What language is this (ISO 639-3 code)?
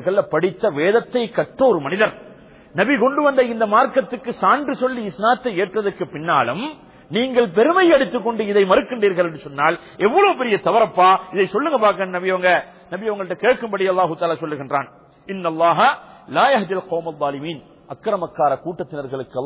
tam